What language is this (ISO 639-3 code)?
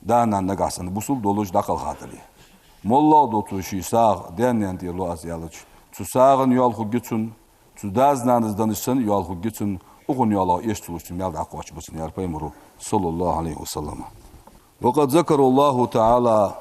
inh